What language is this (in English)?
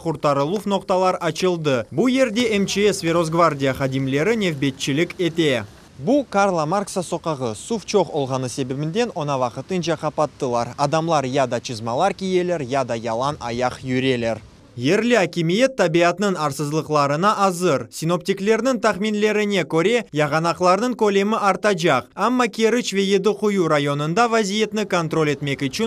Crimean Tatar